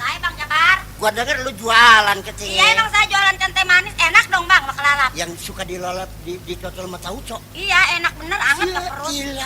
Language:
Betawi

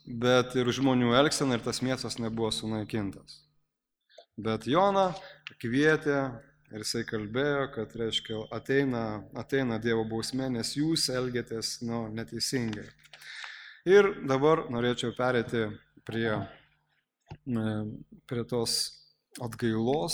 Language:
Lithuanian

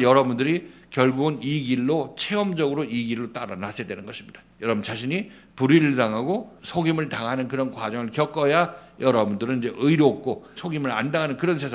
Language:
Korean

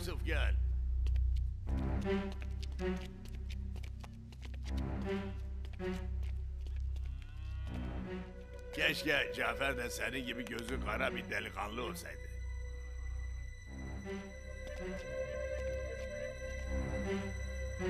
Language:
Turkish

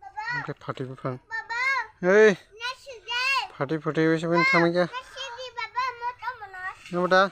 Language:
Kok Borok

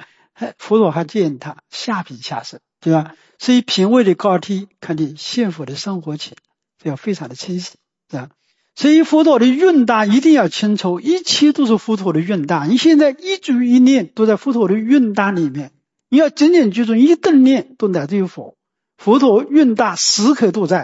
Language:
Chinese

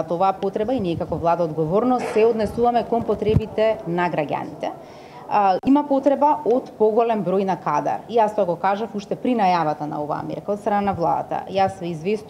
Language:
Macedonian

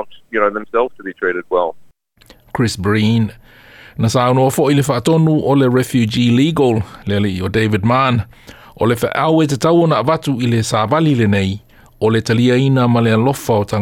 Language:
Samoan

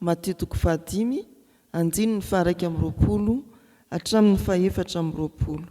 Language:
Malagasy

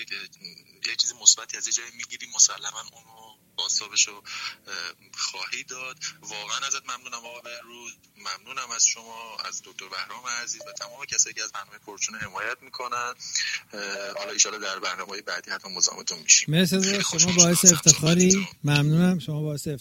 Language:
Persian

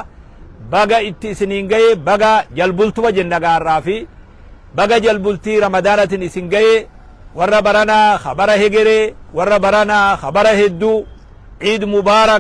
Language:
Oromo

